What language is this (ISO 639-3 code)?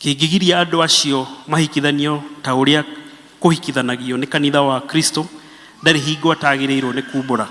kik